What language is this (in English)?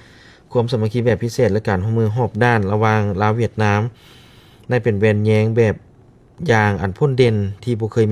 Lao